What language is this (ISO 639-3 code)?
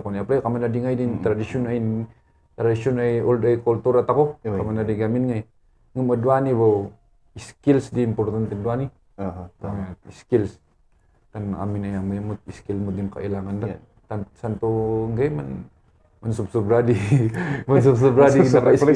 kne